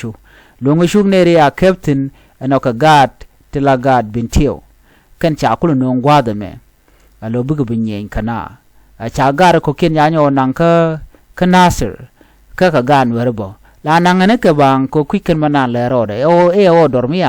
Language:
Nuer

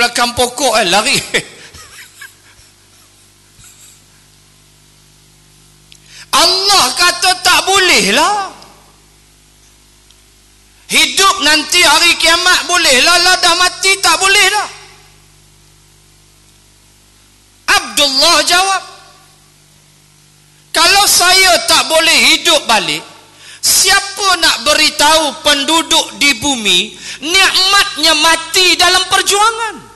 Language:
Malay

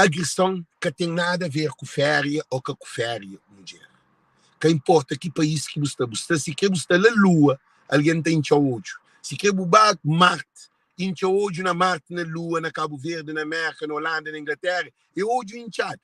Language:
Kabuverdianu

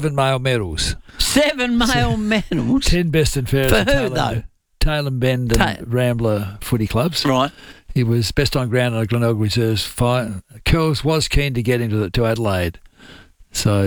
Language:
English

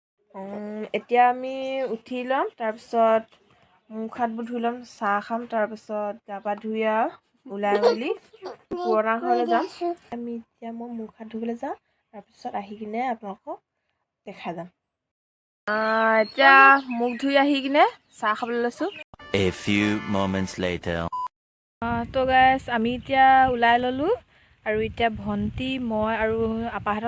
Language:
Assamese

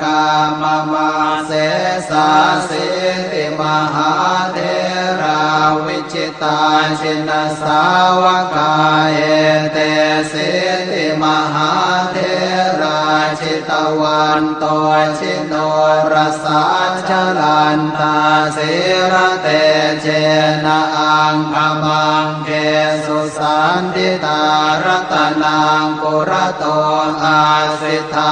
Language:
Pali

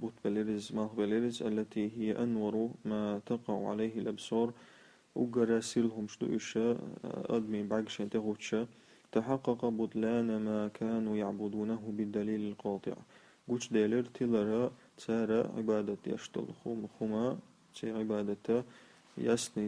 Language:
Chechen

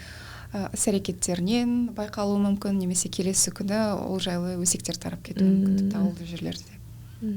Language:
Kazakh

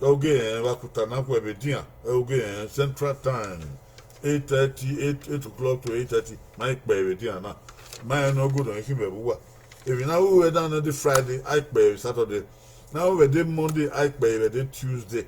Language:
Bini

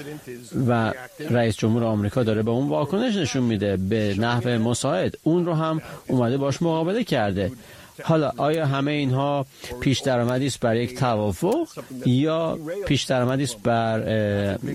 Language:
Persian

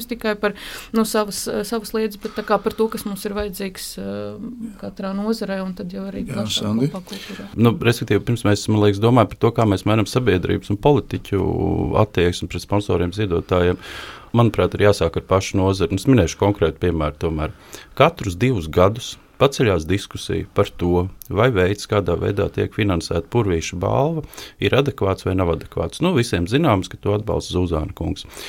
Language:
Latvian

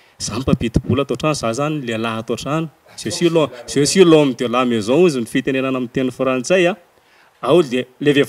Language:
Malagasy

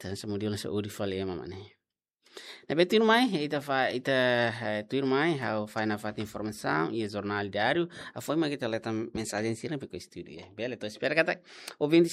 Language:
Tetum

